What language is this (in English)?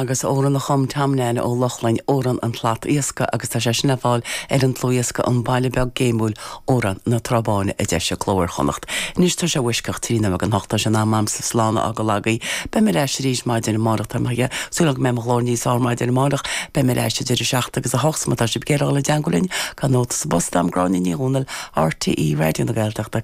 Irish